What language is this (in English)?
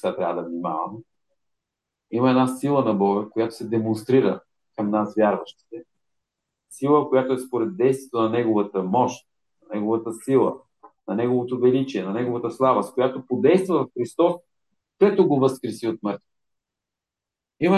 Bulgarian